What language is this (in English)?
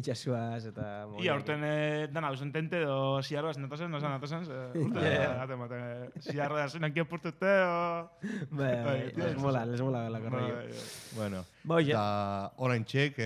Basque